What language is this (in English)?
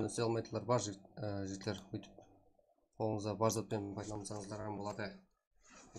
Kara-Kalpak